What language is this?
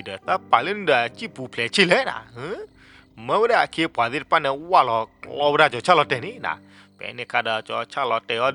S'gaw Karen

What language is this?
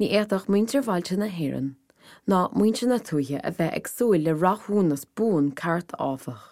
Irish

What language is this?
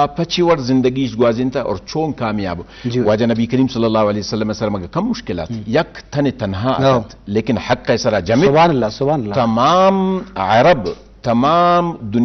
Eastern Balochi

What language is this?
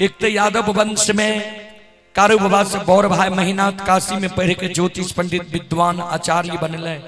Maithili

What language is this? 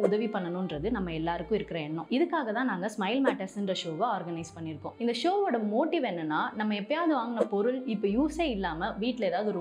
Tamil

